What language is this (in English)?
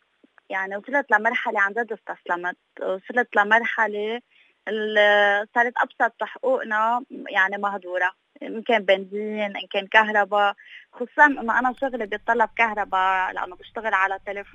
North Levantine Arabic